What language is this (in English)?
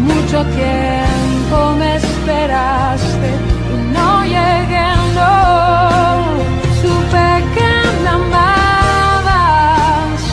Spanish